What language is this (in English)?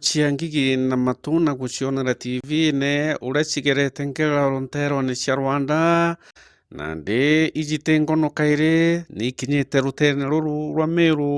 Meru